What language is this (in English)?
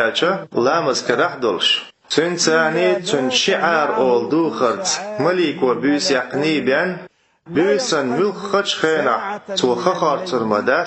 Chechen